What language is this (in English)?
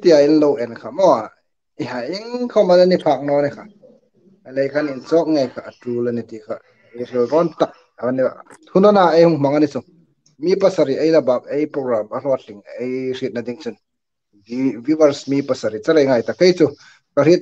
Hmar